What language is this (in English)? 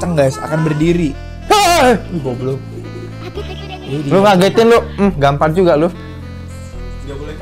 Indonesian